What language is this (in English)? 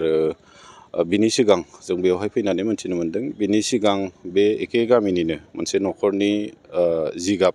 Bodo